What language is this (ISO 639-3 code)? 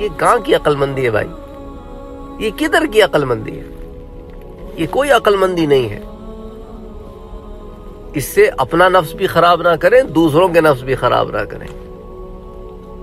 urd